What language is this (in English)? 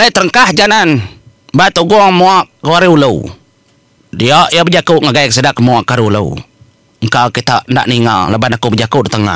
Iban